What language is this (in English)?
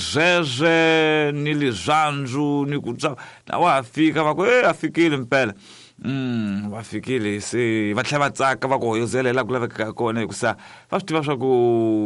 Tsonga